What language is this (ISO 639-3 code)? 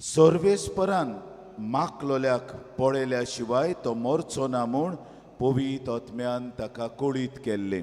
kok